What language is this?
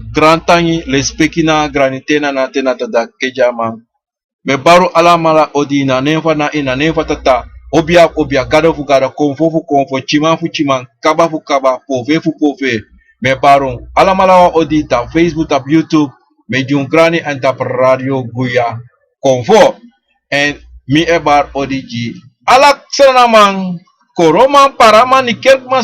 Sranan Tongo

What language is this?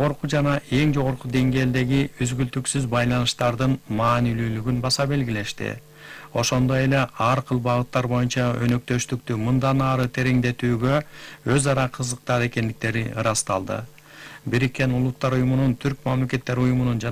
Kyrgyz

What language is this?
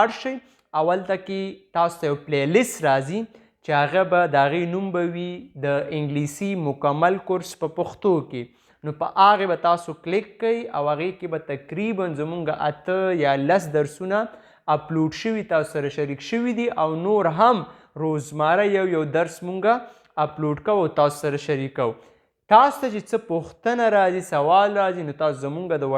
Pashto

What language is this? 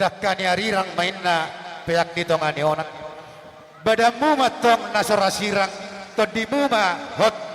Batak Toba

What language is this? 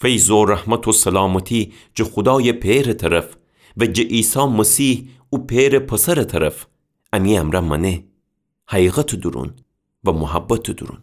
Gilaki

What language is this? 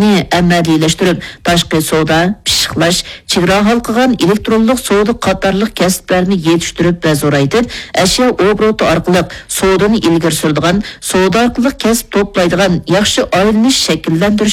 Uyghur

